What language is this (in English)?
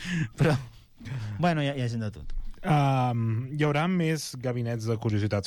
Catalan